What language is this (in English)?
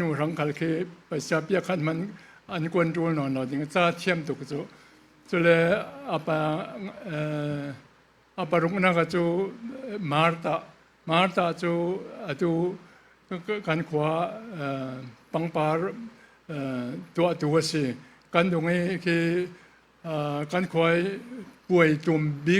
Falam Chin